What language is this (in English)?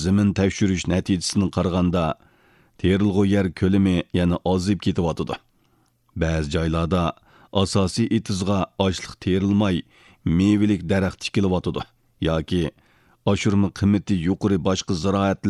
Uyghur